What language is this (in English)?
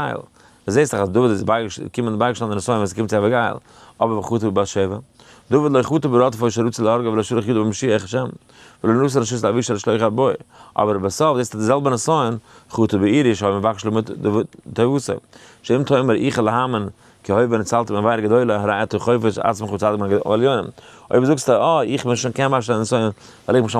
Yiddish